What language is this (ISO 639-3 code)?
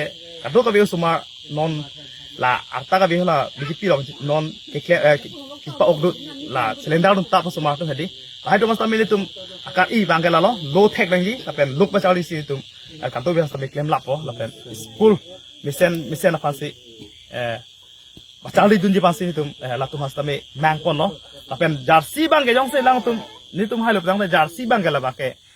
mjw